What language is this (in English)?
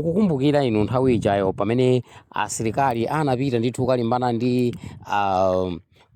Nyanja